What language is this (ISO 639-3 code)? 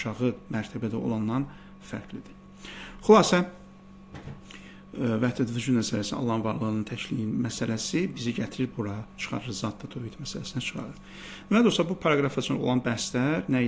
aze